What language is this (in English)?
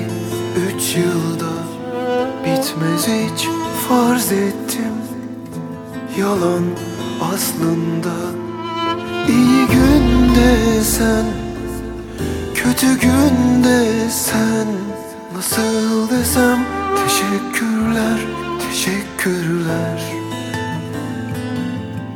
Turkish